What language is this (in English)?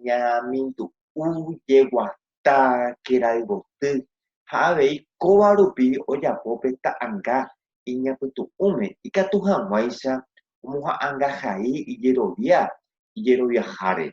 Guarani